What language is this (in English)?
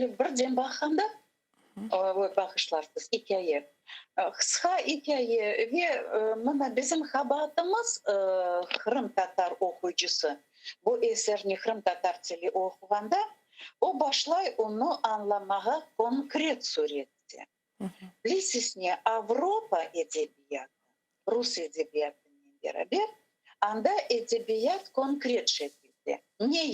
Crimean Tatar